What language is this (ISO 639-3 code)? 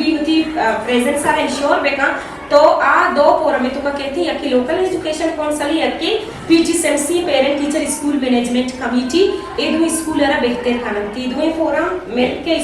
bgp